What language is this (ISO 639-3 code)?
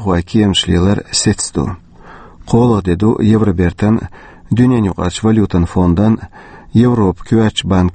che